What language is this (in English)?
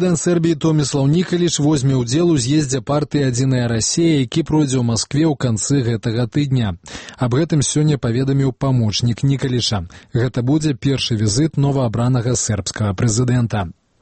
Belarusian